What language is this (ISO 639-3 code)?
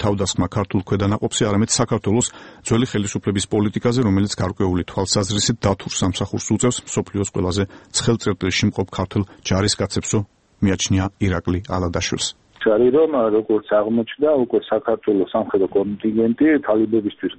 kat